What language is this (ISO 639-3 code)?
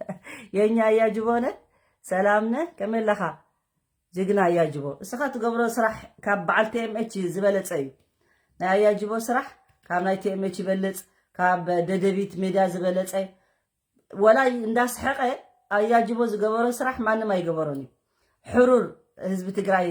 tir